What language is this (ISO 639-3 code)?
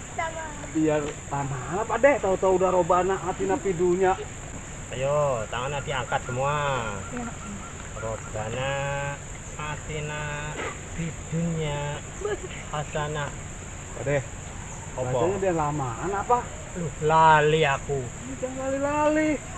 bew